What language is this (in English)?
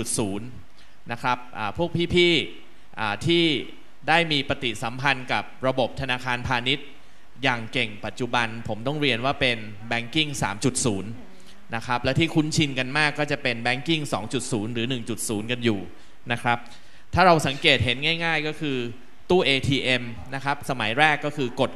Thai